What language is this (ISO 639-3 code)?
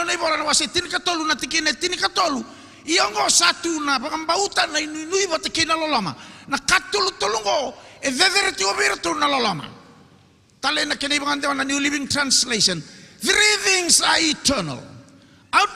fij